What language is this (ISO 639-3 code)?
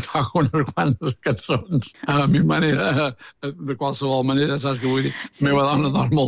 cat